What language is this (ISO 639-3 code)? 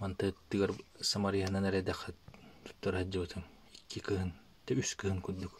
sah